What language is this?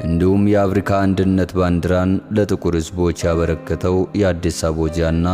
Amharic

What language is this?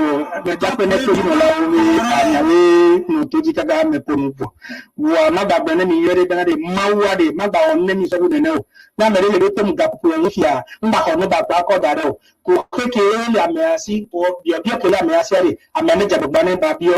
Ewe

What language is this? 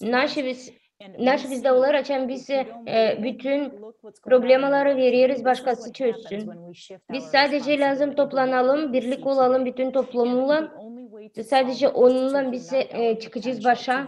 Gagauz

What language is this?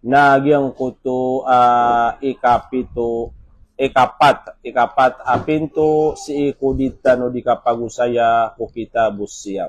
Maranao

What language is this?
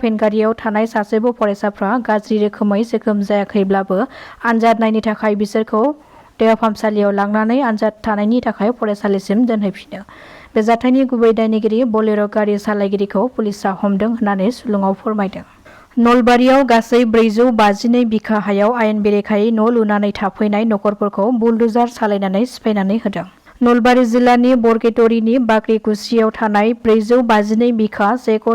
Bodo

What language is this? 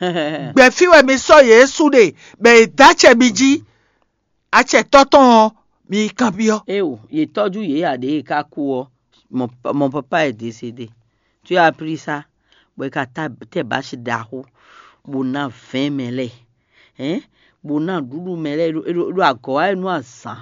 Fon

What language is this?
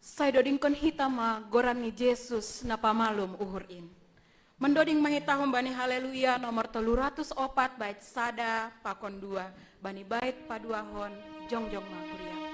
Batak Simalungun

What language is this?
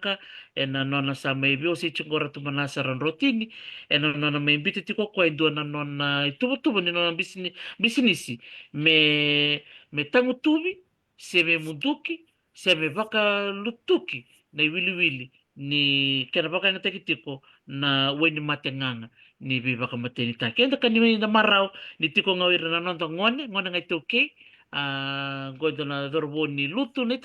Fijian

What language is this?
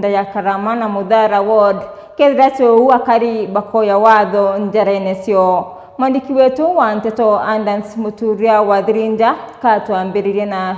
Meru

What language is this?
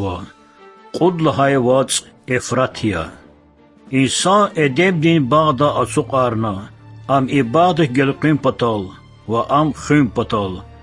Lezghian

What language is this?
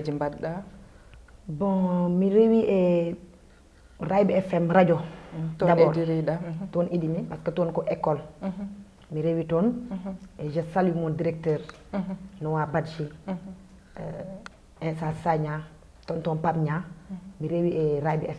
Fula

